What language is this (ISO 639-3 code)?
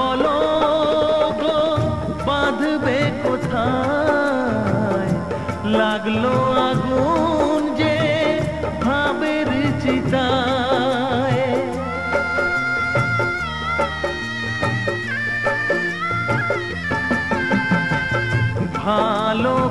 ben